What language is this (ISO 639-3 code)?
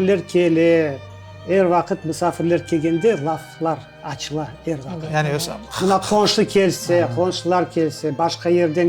crh